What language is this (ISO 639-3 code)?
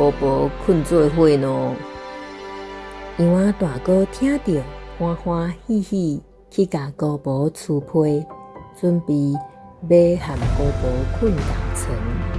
nan